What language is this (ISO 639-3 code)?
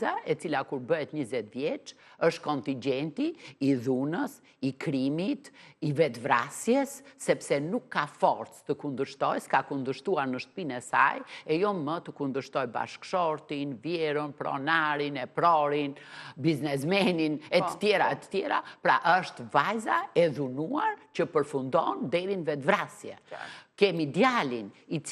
sqi